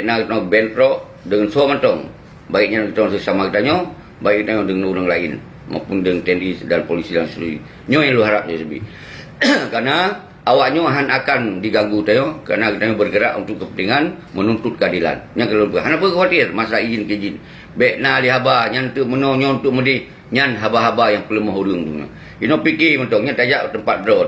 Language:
Achinese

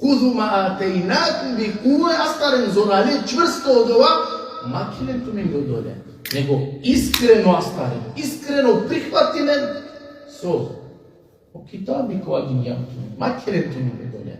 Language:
Balkan Romani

